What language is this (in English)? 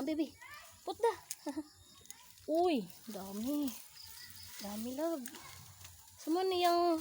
Cebuano